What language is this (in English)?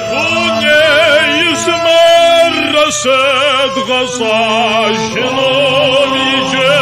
Kabardian